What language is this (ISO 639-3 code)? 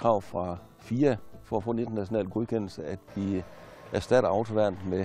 dan